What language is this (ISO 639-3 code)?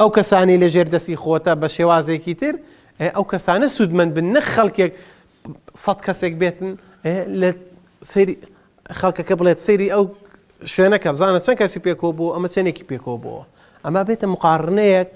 ckb